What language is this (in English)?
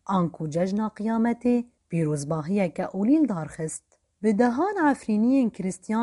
Kurdish